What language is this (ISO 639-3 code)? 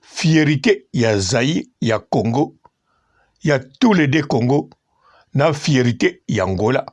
lin